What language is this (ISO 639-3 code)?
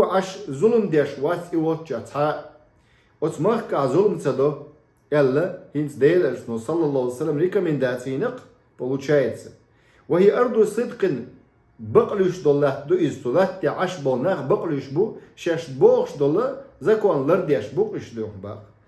che